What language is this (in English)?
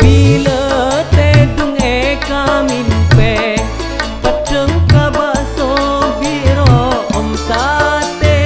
Madurese